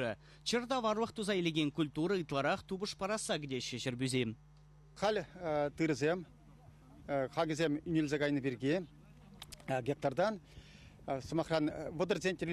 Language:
Chuvash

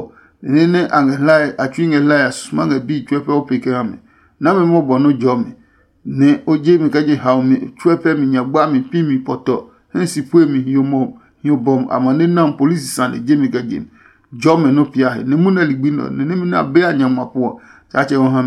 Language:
Adangme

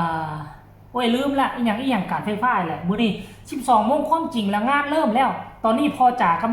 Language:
Northeastern Thai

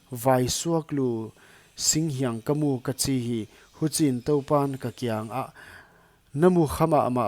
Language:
Paite Chin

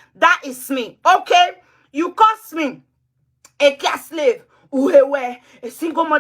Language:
Nigerian Pidgin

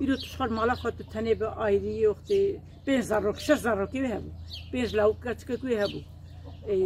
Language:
Kurdish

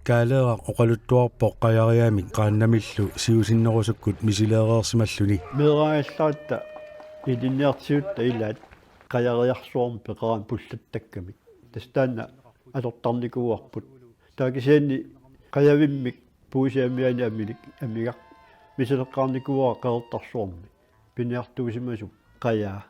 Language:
Kalaallisut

